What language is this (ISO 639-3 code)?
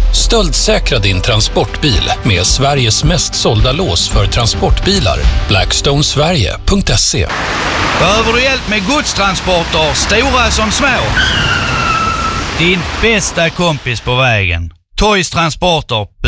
swe